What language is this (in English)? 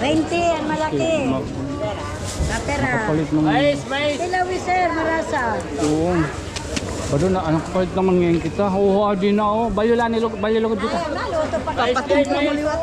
Waray